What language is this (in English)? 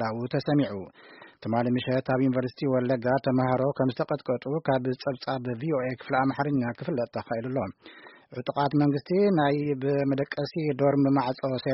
Tigrinya